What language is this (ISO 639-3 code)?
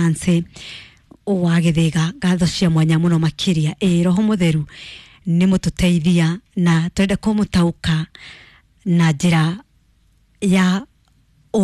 kik